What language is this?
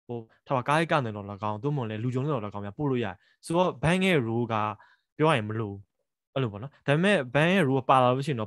Burmese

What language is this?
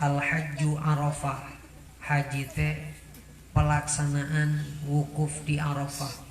Sundanese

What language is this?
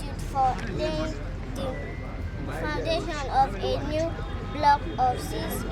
Nigerian Pidgin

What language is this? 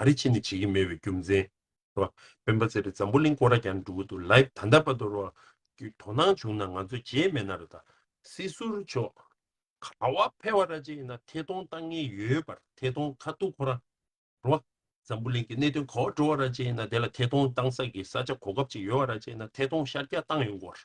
Tibetan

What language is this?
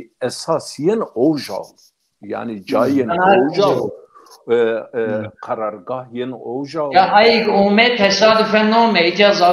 Zaza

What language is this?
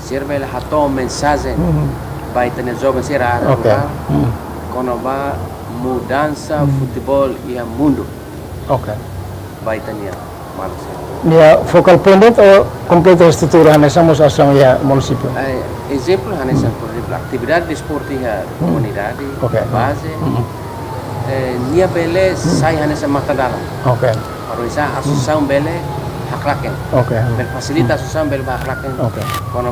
Tetum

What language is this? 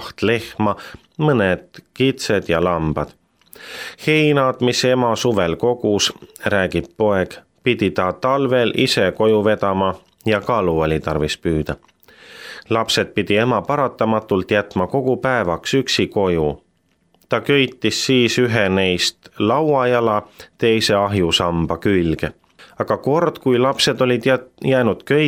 Estonian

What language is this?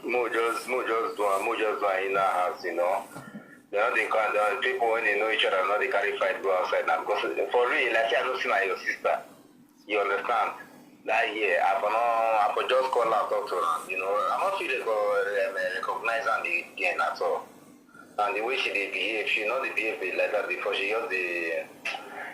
Nigerian Pidgin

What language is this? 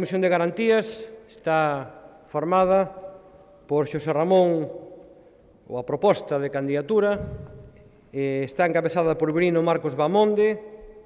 Galician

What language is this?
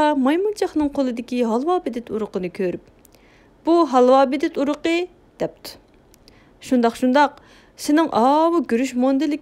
Uyghur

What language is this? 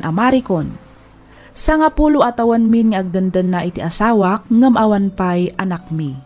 Iloko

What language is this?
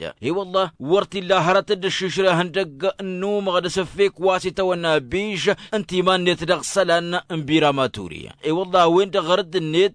Tamasheq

